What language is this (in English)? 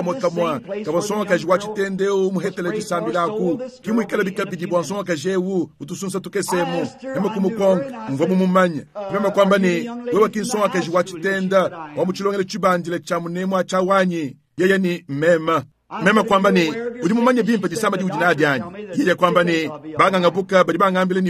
Luba-Lulua